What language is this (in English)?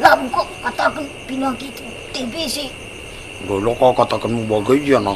Batak Karo